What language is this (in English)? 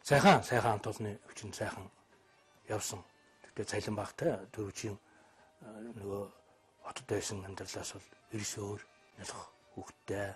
Mongolian